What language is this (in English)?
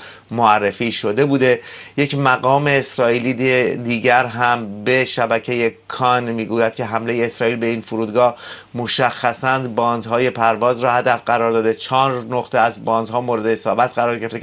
Persian